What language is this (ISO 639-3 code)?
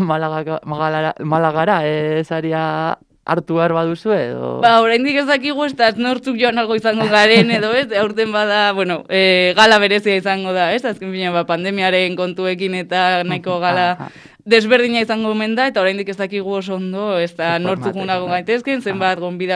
eus